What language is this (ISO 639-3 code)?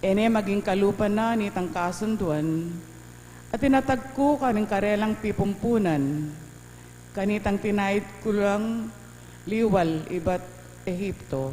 pam